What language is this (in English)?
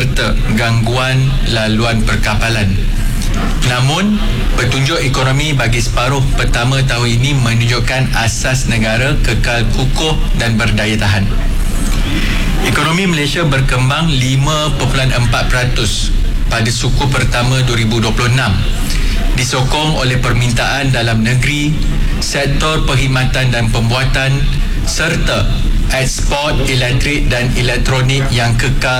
Malay